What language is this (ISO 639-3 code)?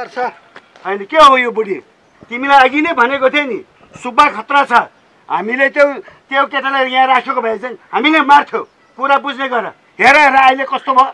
nep